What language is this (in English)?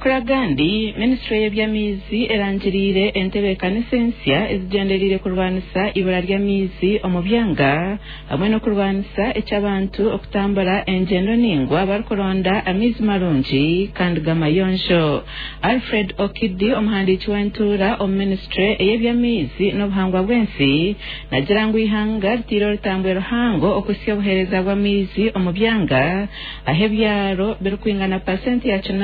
Nyankole